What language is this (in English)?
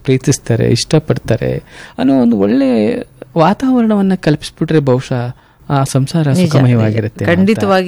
Kannada